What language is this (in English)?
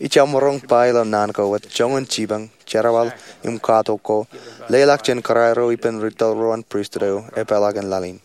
Marshallese